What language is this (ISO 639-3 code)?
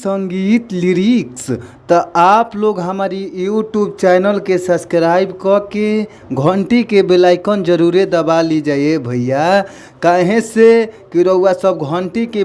bho